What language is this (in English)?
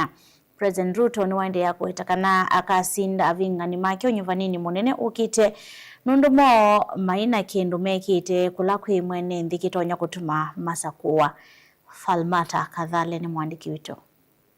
Kamba